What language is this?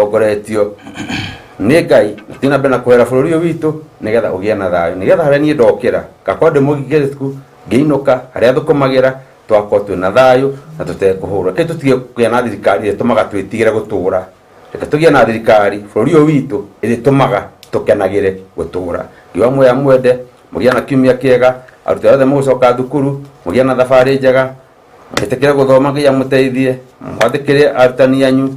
Kikuyu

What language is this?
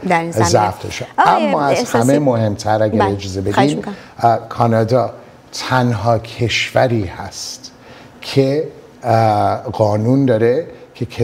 Persian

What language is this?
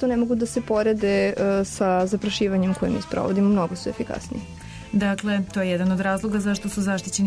Serbian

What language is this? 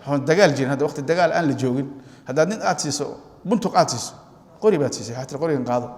Somali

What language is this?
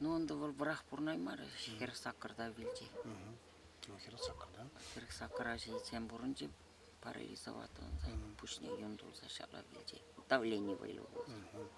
Chuvash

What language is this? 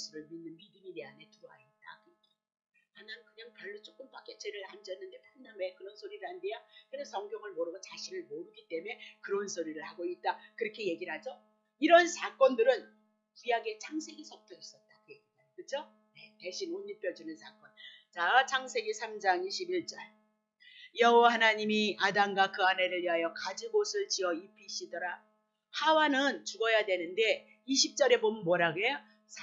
Korean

